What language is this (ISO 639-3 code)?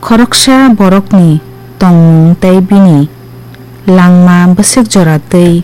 trp